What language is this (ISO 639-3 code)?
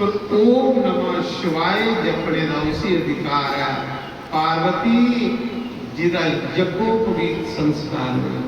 doi